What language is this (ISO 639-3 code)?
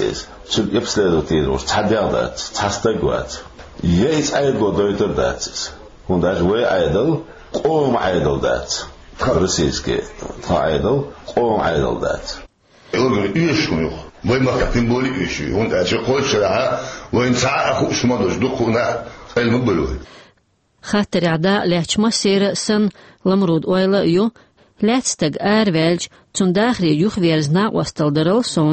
che